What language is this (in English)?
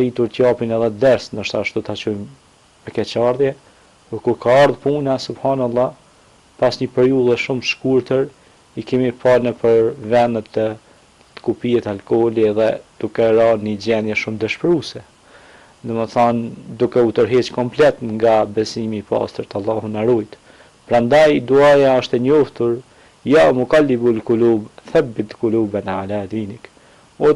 Albanian